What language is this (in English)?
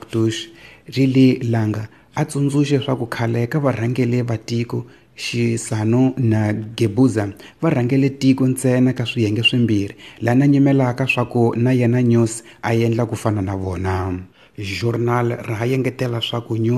Tsonga